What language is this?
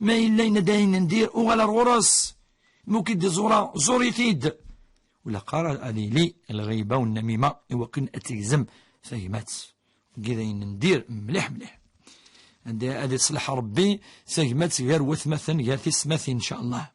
Kabyle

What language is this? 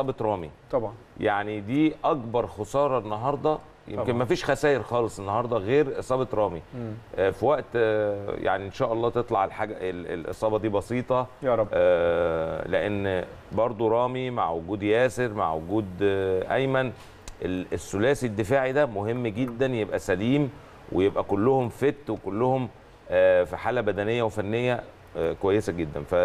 Egyptian Arabic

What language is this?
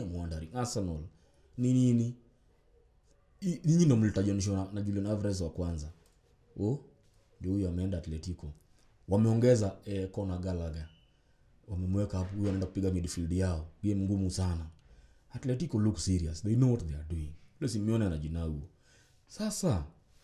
Swahili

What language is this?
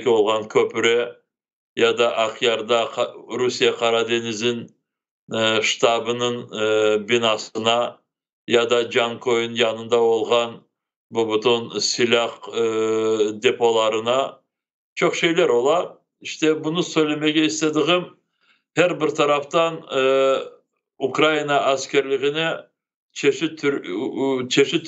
Crimean Tatar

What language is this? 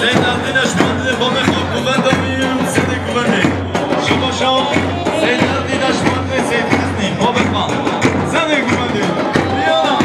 Kurdish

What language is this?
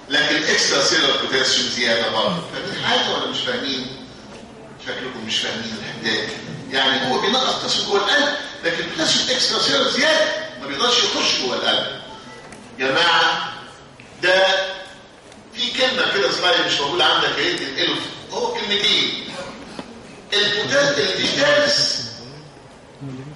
Egyptian Arabic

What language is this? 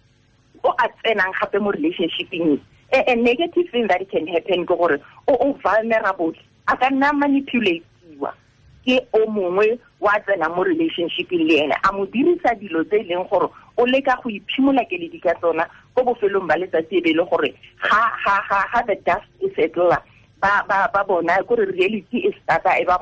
Tswana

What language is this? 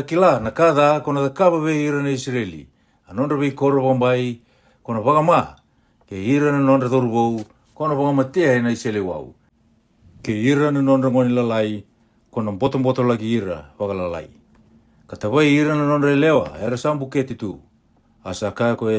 Fijian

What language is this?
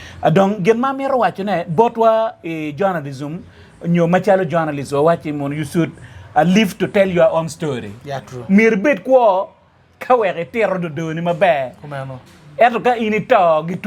Acoli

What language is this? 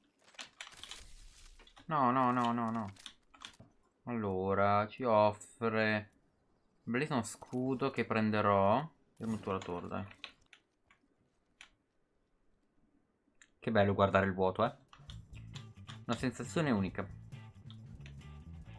Italian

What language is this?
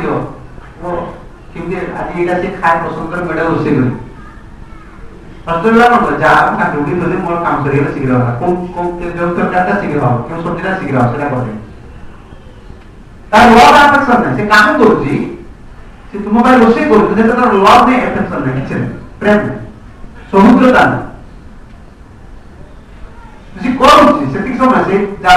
Odia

